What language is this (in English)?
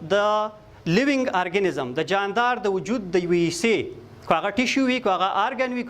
Pashto